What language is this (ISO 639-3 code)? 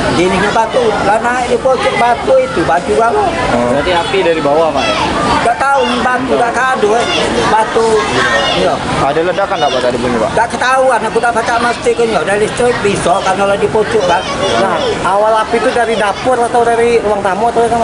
mui